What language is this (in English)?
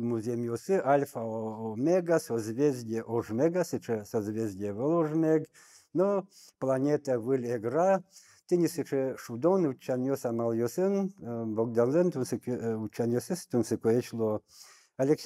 Udmurt